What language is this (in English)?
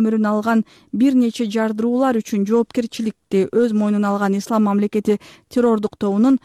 Kyrgyz